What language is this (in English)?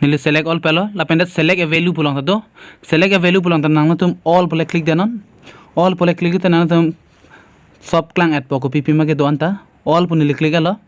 Karbi